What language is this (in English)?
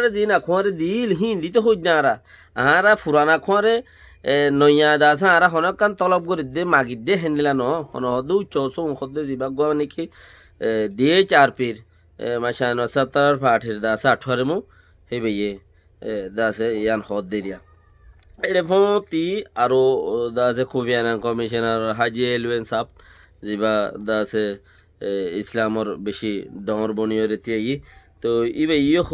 Rohingya